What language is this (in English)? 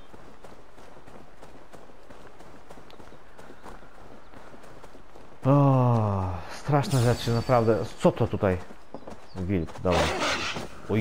Polish